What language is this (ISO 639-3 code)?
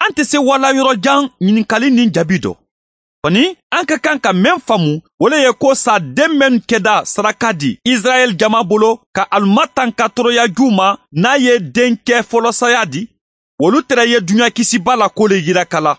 bam